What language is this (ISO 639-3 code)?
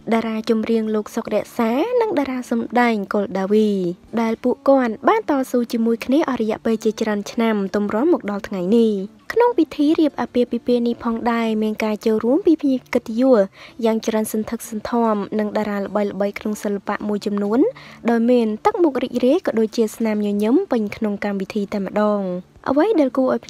khm